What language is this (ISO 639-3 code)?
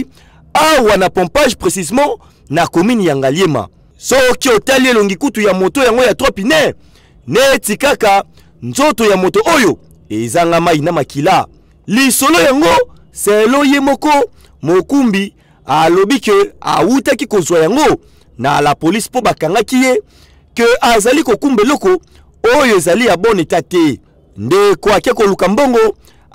lin